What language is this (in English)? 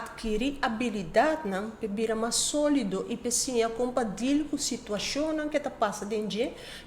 Papiamento